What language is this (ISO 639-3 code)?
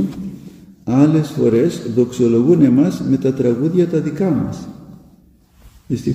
ell